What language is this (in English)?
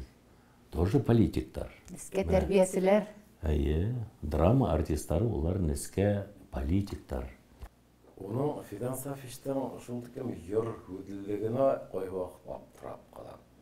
Bashkir